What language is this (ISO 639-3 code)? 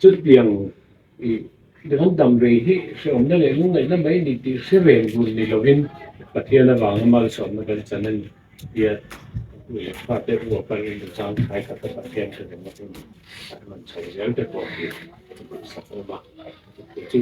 lus